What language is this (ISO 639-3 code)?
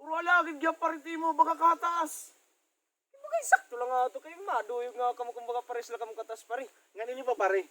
war